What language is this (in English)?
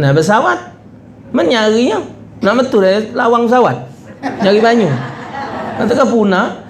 Musi